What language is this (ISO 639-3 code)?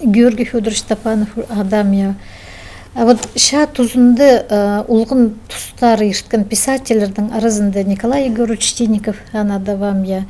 kjh